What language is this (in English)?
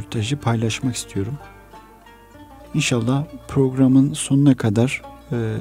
Turkish